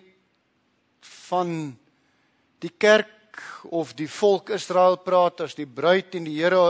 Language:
Afrikaans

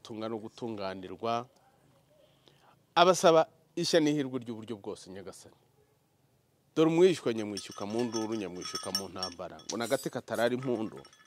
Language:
Kinyarwanda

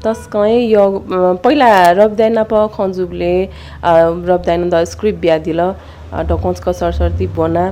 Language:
Newari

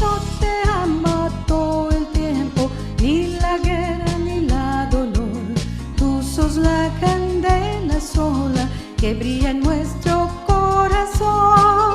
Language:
Ladino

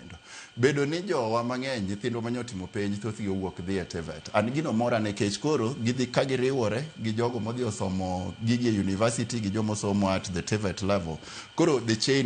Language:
Luo (Kenya and Tanzania)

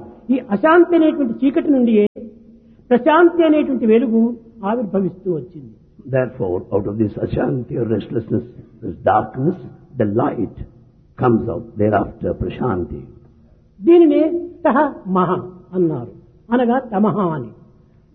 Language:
Telugu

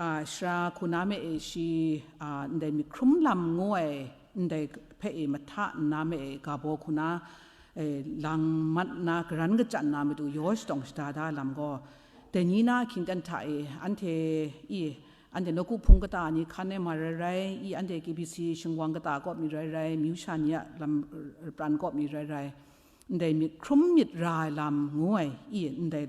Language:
Kachin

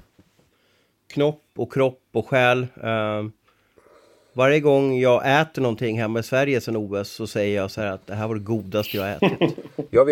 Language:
Swedish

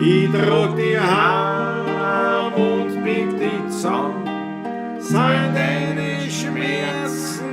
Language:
Bavarian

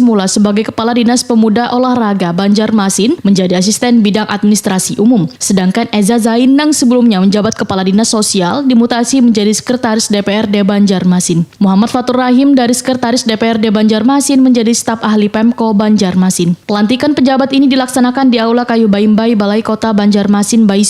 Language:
Banjar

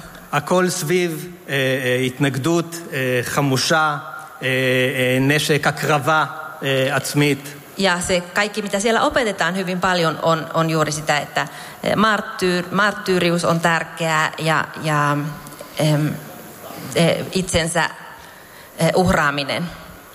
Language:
Finnish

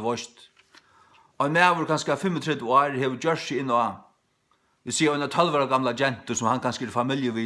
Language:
Faroese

